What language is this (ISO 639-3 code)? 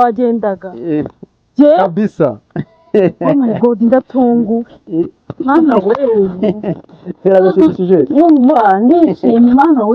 kin